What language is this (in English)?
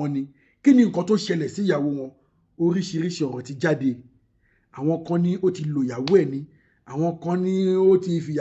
Yoruba